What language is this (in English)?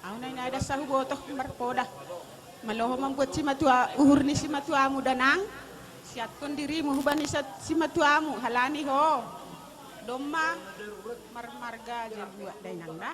Batak Simalungun